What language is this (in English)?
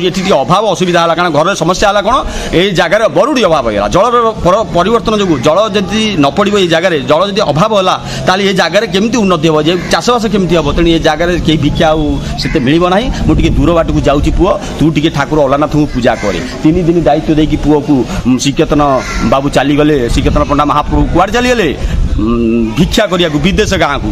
Odia